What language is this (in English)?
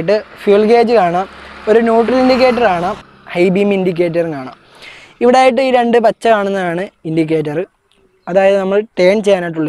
Malayalam